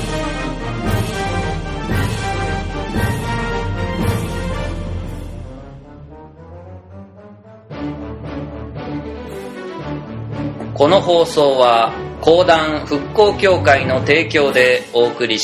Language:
Japanese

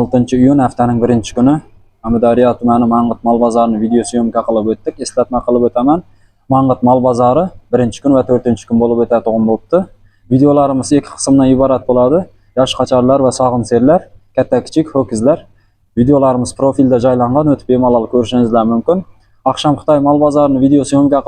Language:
Uzbek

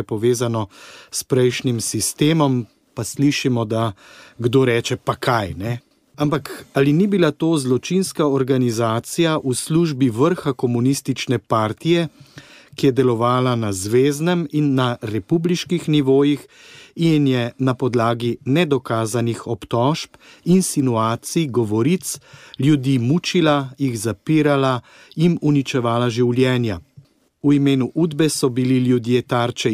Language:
Slovenian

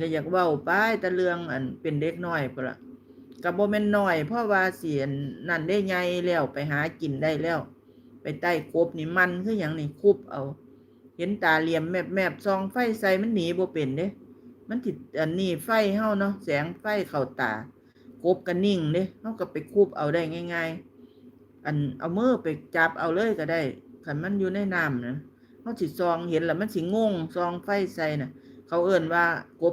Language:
Northeastern Thai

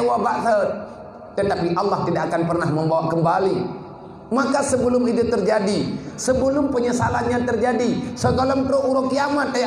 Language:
Achinese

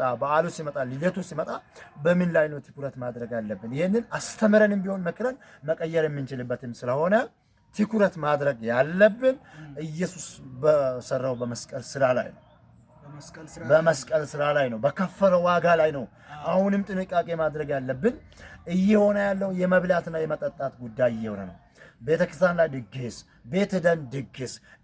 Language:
Amharic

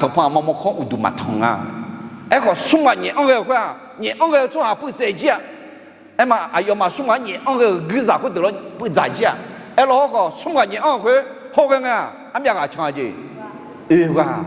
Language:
Akha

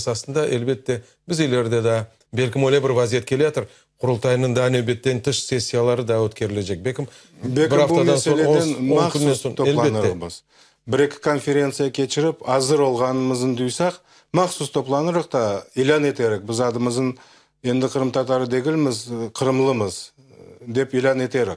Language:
Crimean Tatar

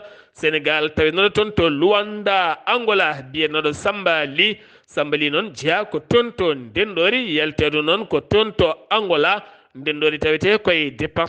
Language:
Fula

